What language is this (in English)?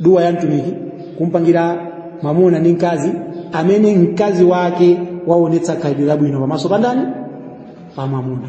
Nyanja